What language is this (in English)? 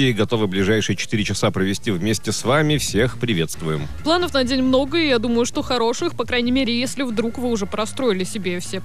Russian